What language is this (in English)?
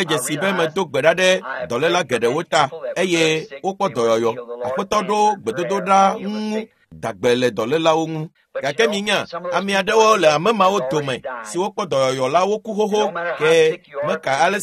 Ewe